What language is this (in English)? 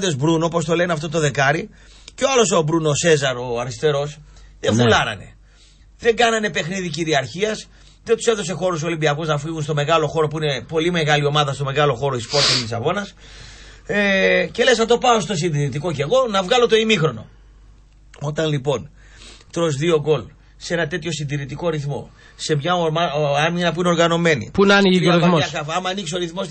Greek